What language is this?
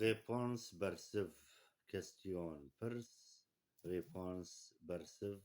Kurdish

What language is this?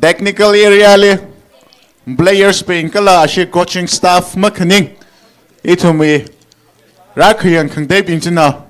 Tangkhul Naga (India)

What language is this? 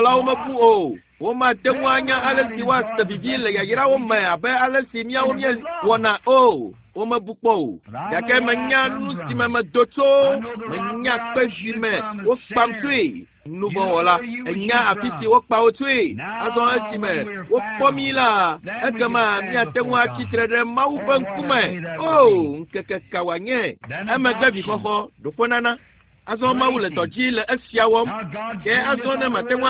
Ewe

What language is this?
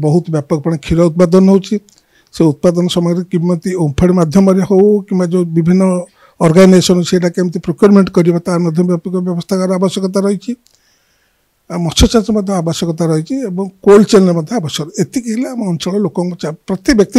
Odia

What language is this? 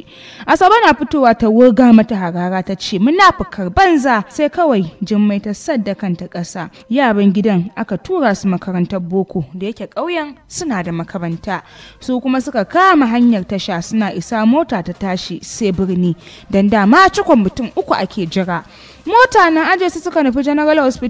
Hausa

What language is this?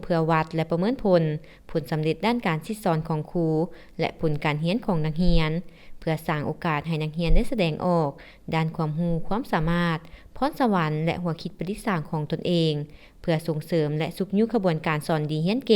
Lao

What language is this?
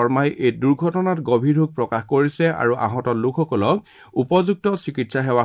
Assamese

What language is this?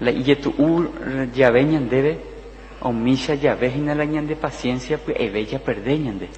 Guarani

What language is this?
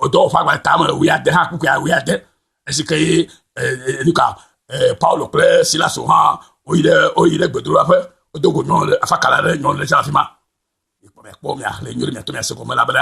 Ewe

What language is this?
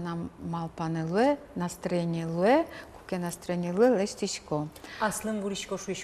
Udmurt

